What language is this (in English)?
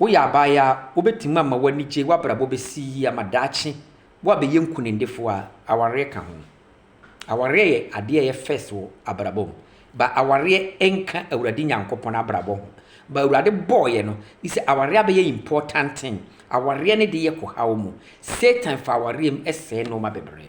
Akan